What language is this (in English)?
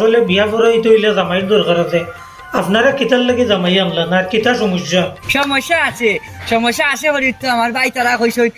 Sylheti